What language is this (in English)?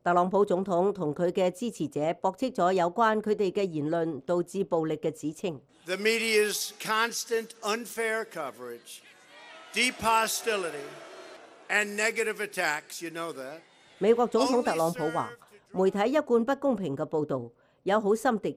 Cantonese